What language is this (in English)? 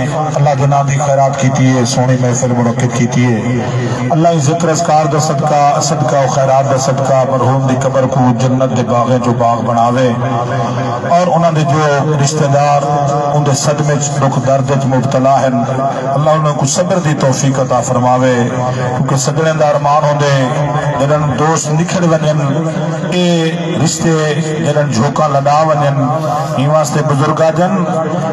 Saraiki